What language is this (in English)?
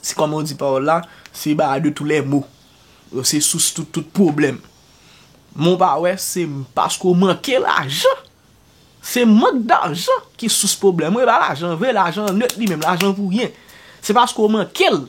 Haitian Creole